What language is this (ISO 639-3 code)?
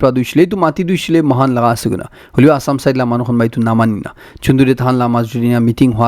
nag